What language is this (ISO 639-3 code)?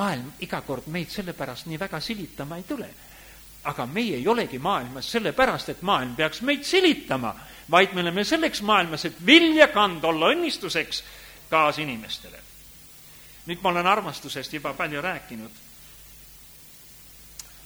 est